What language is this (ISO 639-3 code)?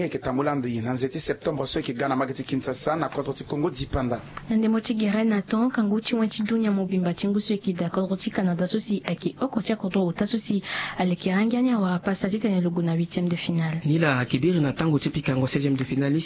sag